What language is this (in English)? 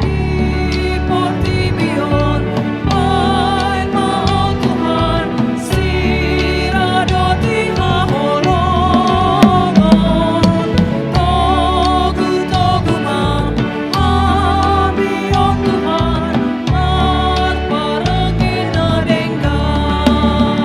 Batak Toba